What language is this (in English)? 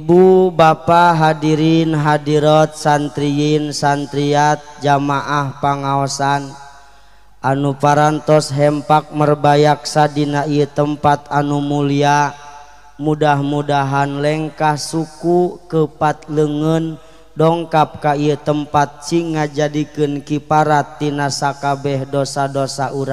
Sundanese